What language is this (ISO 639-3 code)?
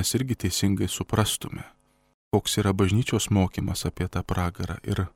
lit